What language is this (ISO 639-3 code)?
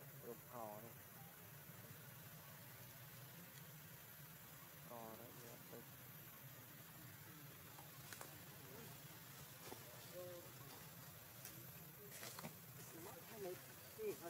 vie